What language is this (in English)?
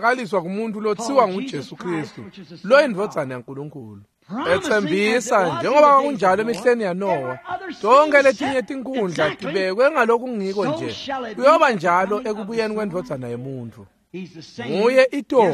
Swati